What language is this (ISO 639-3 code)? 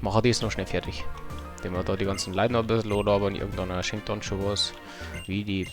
bar